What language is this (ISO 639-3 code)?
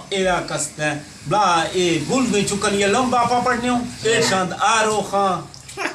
bgp